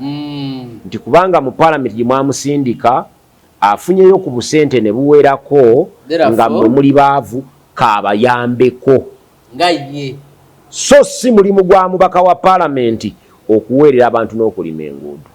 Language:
Ganda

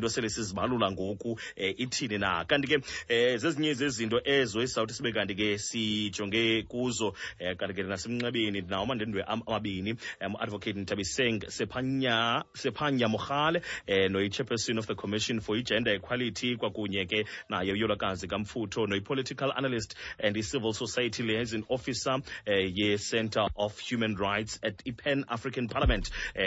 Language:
Xhosa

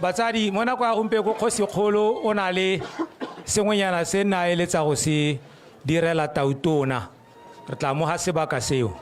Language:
Tswana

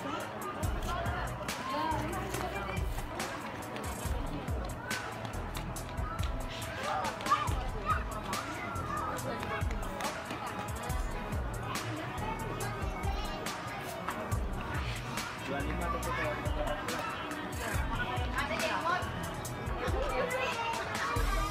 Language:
Indonesian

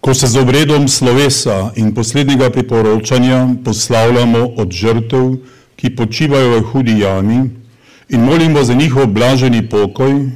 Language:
Slovenian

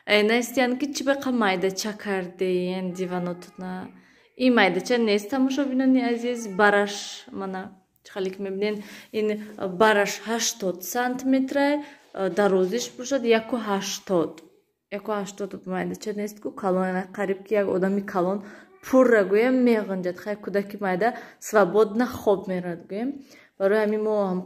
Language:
Tajik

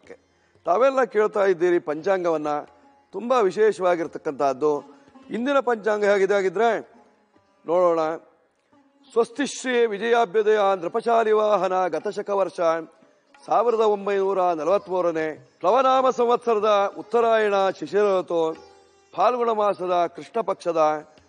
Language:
Kannada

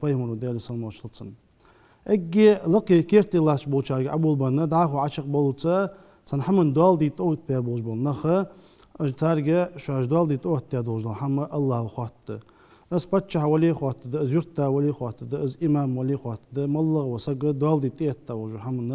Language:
Ingush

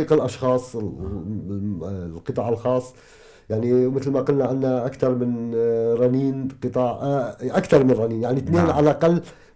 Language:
North Levantine Arabic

